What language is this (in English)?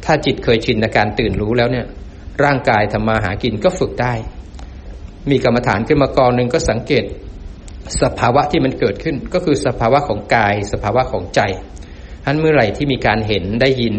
Thai